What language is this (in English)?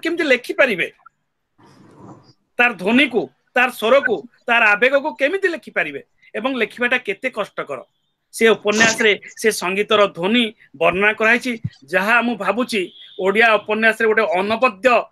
Odia